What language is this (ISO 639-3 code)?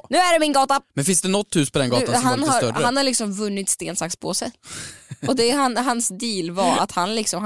swe